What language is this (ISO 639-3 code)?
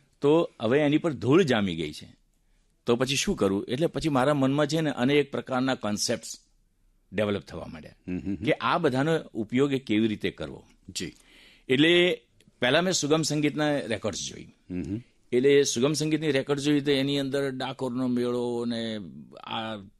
guj